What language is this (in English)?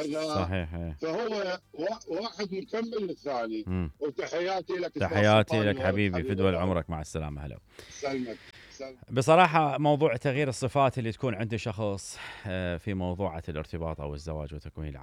Mesopotamian Arabic